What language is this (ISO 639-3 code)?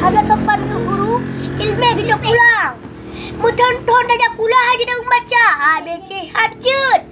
ace